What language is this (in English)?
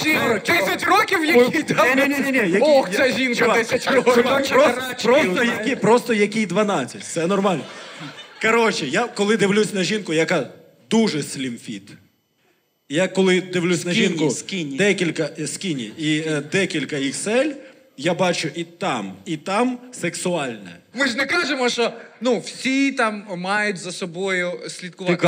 Ukrainian